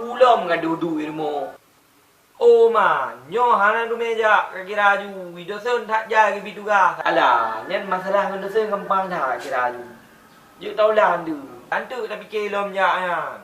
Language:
Achinese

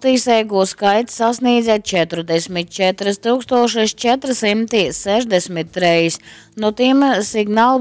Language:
Latgalian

